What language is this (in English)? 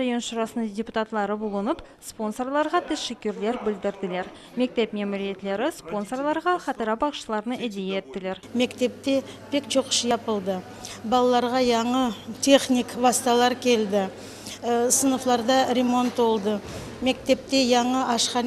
Crimean Tatar